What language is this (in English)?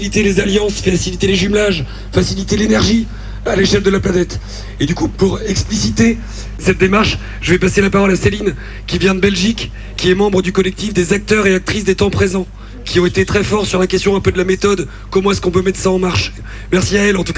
French